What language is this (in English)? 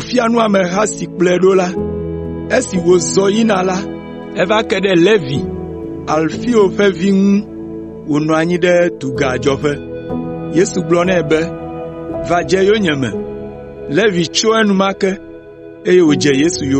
Ewe